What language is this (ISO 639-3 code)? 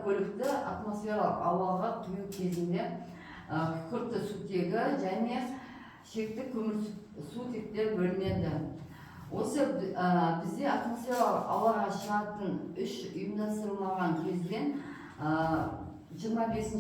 kaz